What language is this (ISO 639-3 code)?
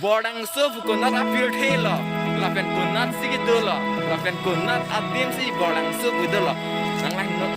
mjw